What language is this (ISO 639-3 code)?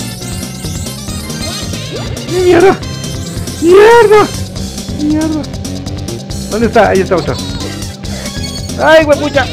spa